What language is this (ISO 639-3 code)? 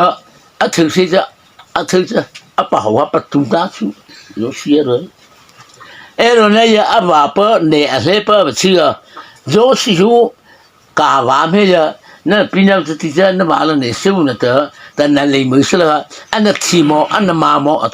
mrh